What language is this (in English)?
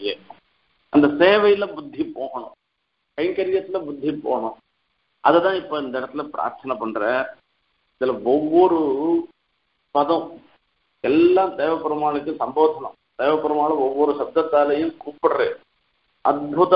Tamil